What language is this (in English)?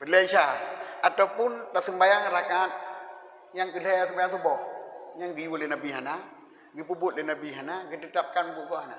Achinese